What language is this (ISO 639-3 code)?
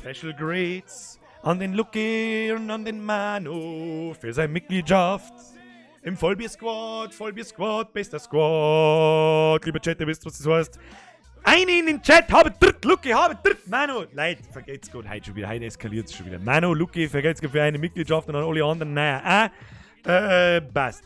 bar